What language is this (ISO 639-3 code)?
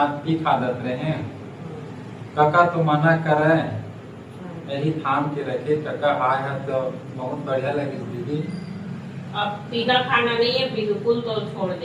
hne